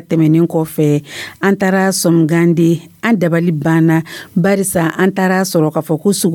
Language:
Dyula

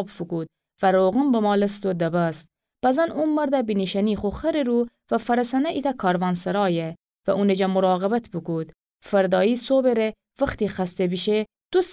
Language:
Gilaki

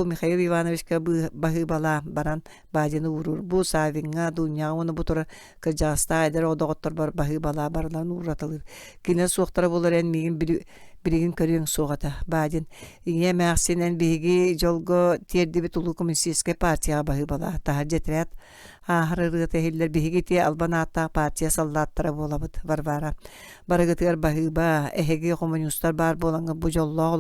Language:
Yakut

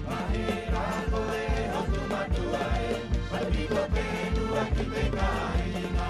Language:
Rapanui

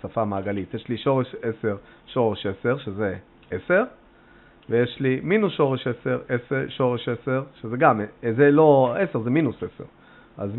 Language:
Hebrew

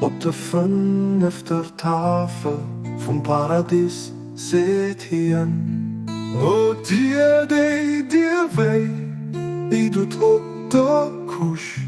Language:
Luxembourgish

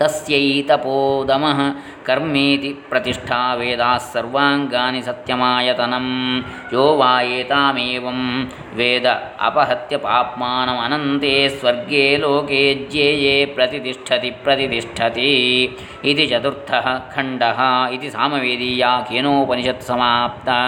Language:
Sanskrit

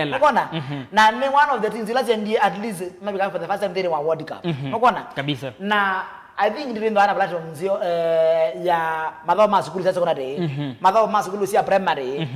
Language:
Kamba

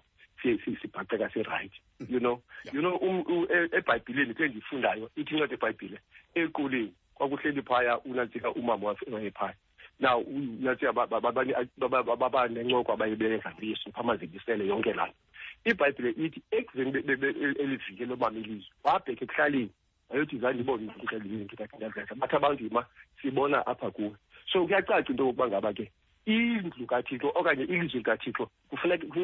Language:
Xhosa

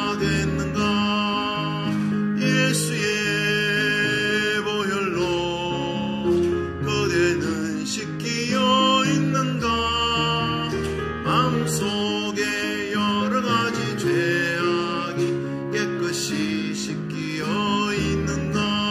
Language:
Korean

